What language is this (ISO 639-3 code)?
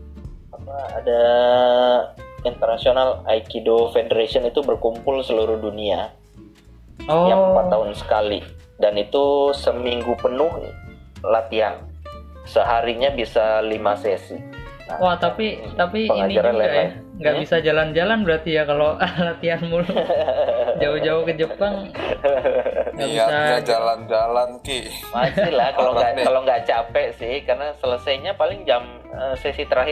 ind